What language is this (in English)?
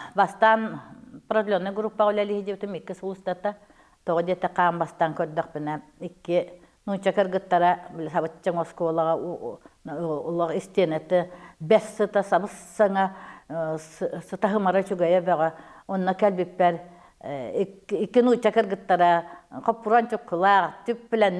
Yakut